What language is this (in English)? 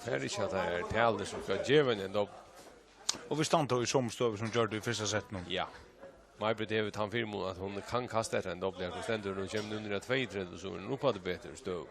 Faroese